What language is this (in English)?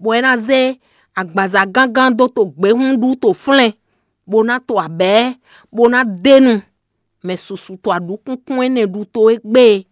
Fon